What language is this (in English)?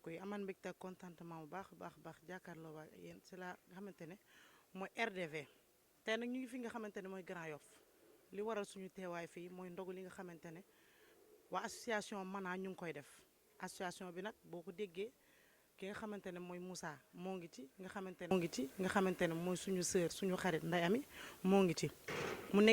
Wolof